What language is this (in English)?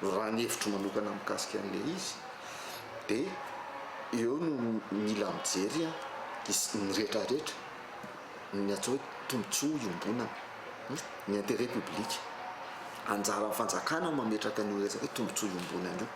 Malagasy